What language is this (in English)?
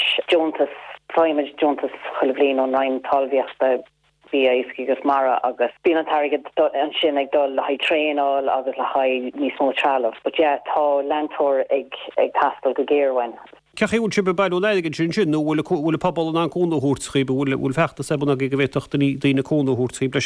Irish